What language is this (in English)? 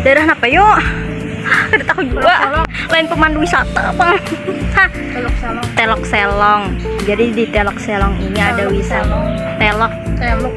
Banjar